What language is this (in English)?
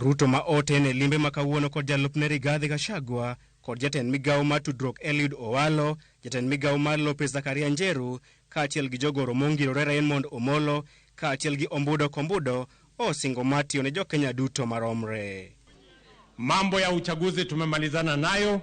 Luo (Kenya and Tanzania)